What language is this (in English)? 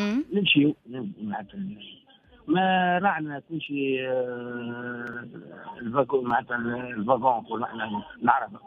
Tunisian Arabic